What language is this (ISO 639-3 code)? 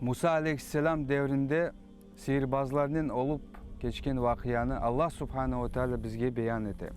crh